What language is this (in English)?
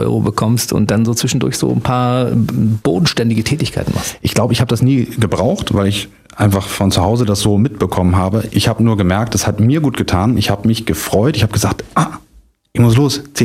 German